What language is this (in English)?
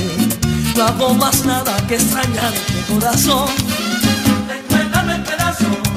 Spanish